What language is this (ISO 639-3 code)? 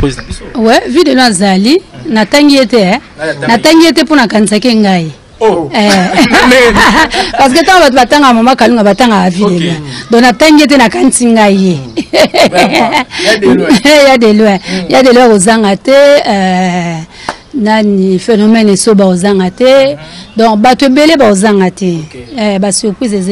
lin